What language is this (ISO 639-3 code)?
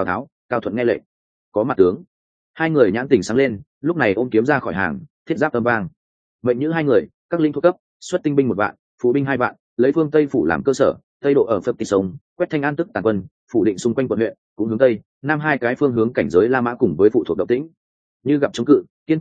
vie